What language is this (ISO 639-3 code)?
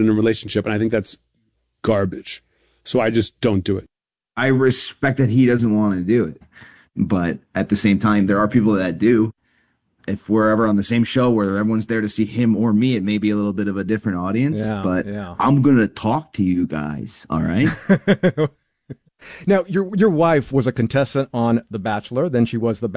eng